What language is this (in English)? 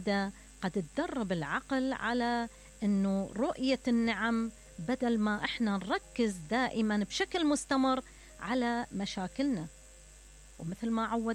Mesopotamian Arabic